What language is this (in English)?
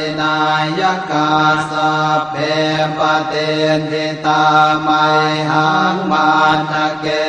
Pali